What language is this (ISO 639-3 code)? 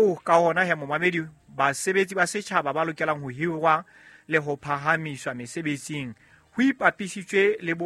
sot